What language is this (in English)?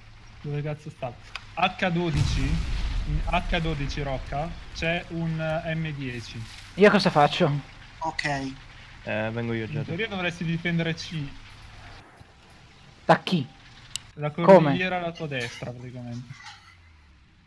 Italian